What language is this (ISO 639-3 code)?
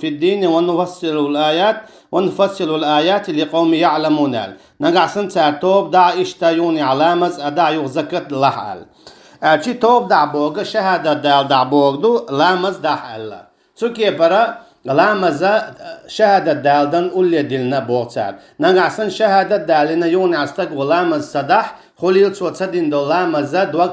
che